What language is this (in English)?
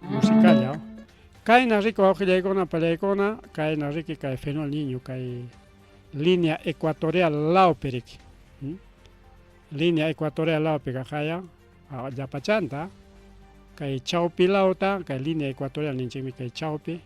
Ayacucho Quechua